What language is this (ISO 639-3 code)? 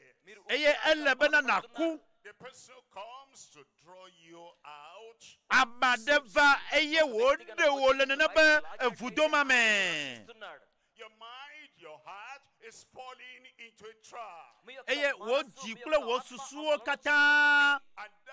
ewe